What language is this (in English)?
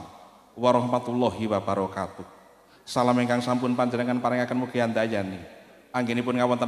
Javanese